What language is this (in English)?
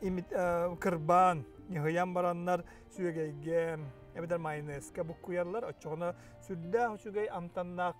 Yakut